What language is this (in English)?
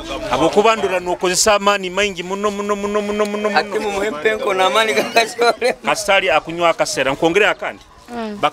Nyoro